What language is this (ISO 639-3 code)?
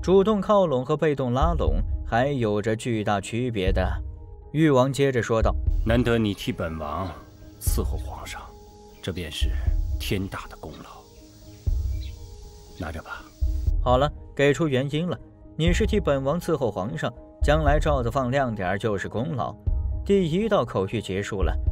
zho